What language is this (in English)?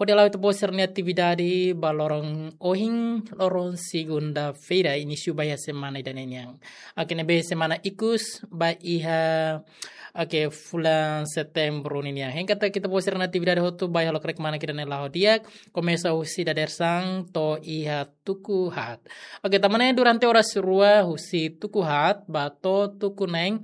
Tetum